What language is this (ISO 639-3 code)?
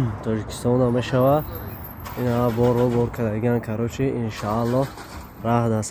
tgk